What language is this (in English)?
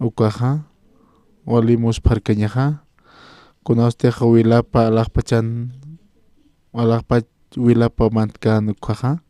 Aymara